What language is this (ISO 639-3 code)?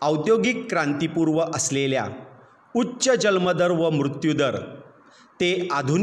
mar